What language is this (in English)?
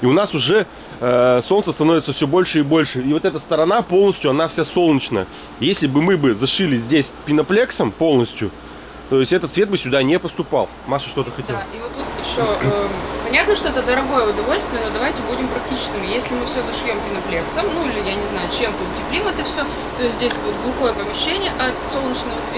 Russian